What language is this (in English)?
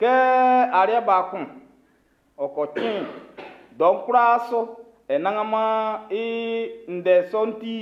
Baoulé